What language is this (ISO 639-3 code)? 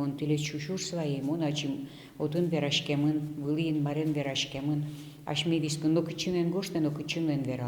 udm